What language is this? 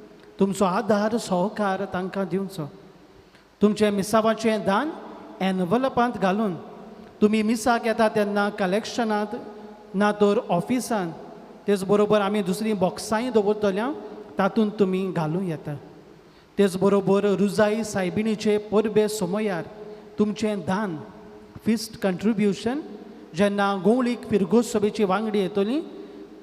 Konkani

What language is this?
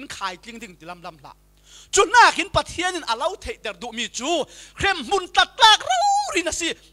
Falam Chin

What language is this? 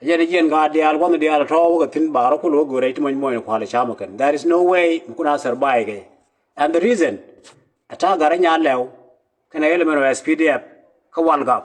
Nuer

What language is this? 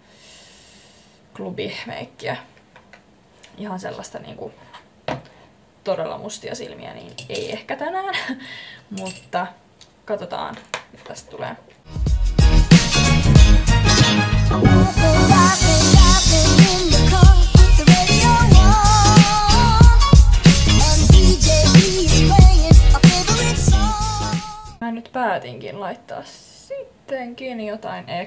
Finnish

